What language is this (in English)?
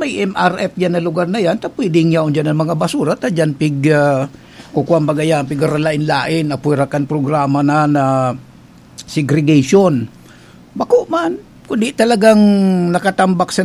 Bikol